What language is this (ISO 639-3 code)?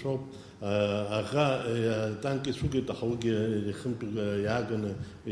abk